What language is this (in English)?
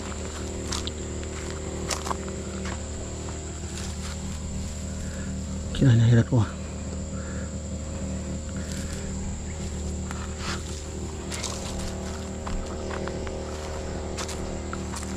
Malay